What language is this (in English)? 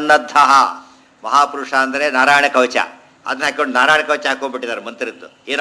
Kannada